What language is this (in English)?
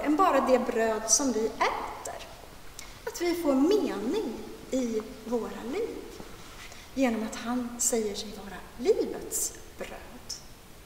Swedish